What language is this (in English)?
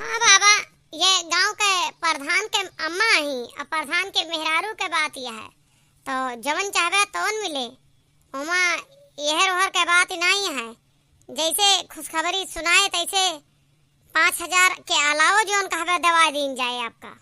Awadhi